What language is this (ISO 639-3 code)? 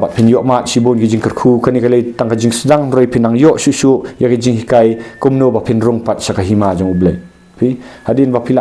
kha